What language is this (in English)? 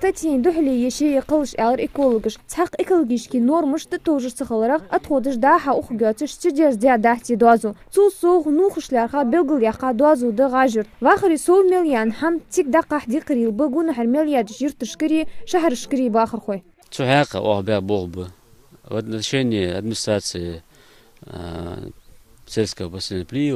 Ingush